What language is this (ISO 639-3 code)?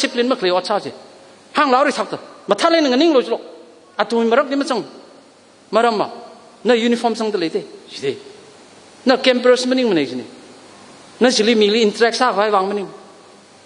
nmf